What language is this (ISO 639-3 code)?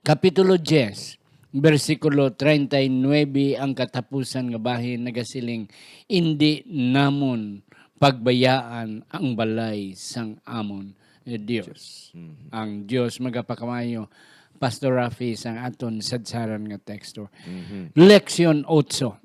hil